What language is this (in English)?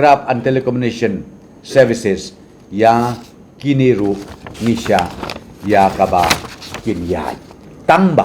Khasi